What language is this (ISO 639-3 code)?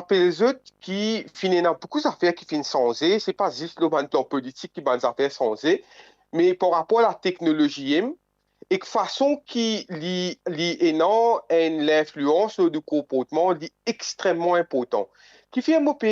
mfe